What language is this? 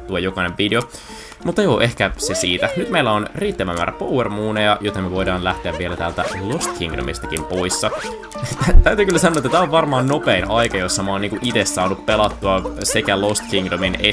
Finnish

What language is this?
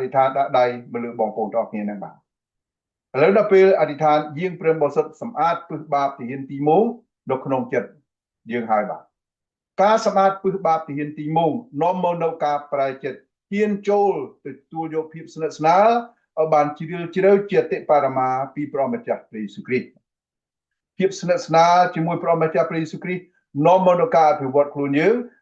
Khmer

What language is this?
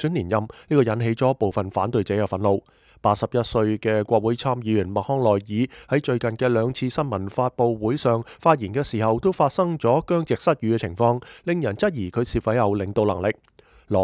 Cantonese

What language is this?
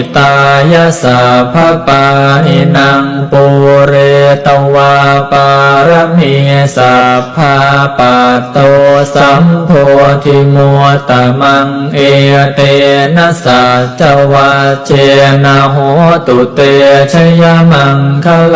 Pali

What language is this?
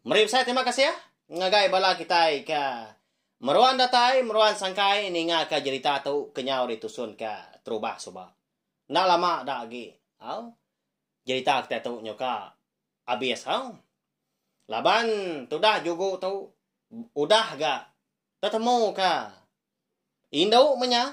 Iban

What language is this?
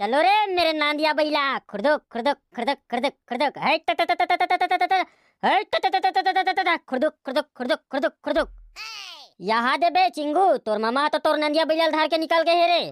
Chhattisgarhi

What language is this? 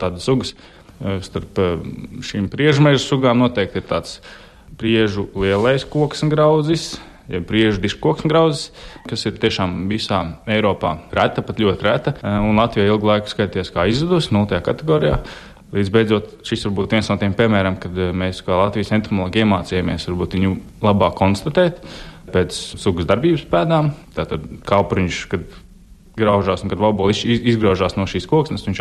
Latvian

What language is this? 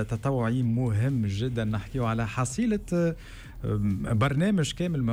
Tunisian Arabic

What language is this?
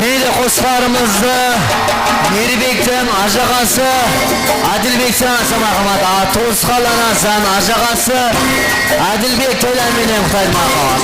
Kara-Kalpak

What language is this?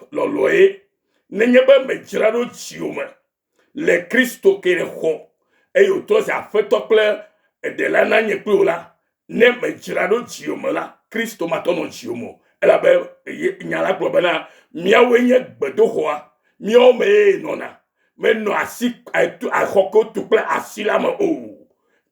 Ewe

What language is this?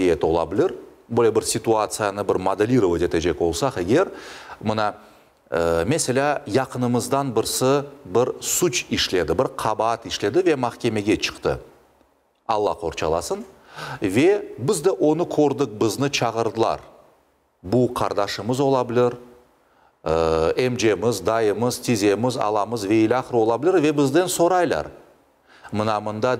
Crimean Tatar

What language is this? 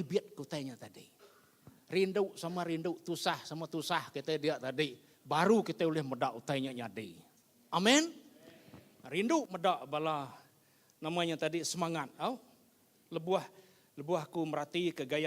Iban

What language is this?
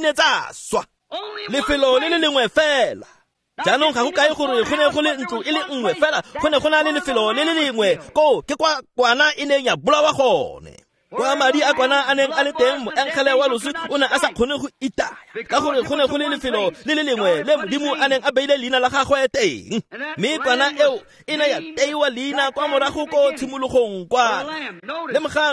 Tswana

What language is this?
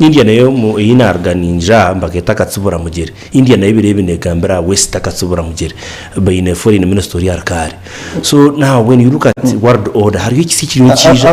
Nyankole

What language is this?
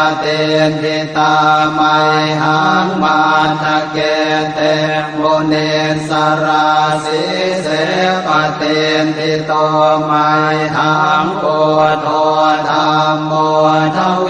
Pali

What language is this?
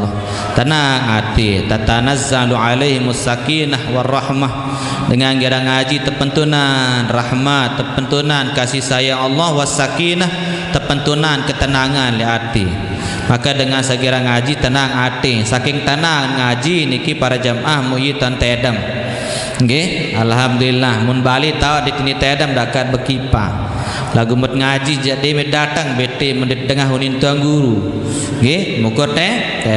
Sasak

